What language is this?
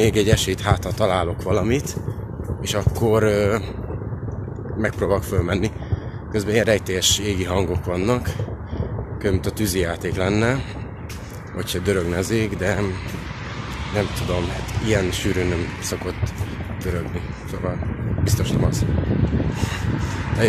Hungarian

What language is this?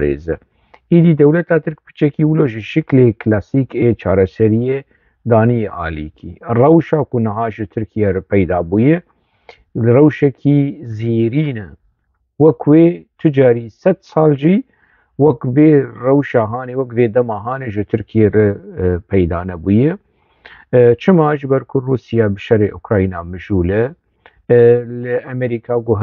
Kurdish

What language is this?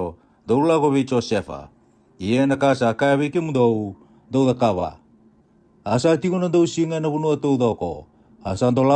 Fijian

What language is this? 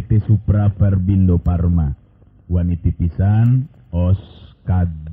Sundanese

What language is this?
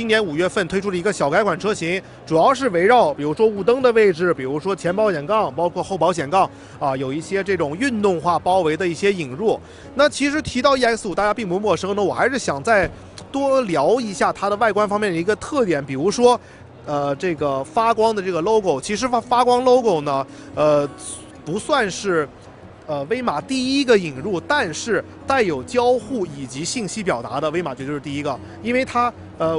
Chinese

